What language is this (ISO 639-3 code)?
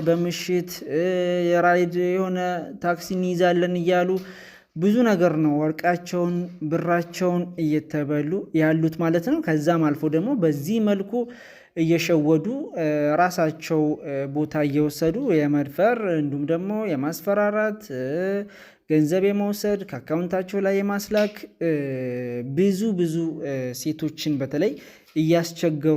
amh